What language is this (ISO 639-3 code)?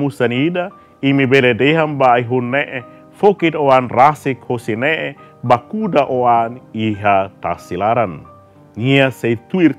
tet